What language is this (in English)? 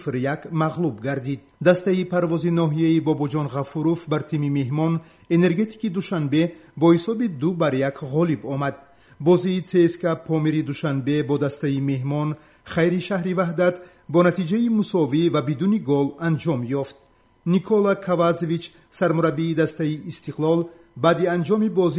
Tajik